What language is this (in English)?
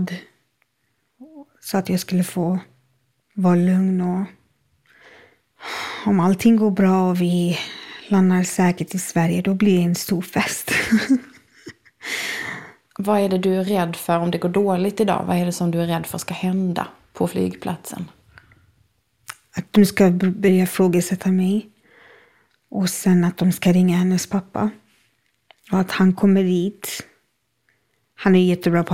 Swedish